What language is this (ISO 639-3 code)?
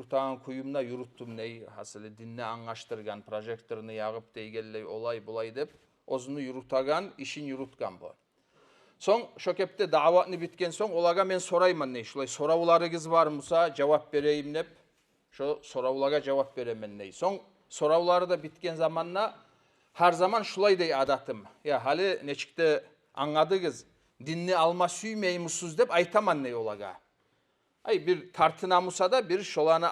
kum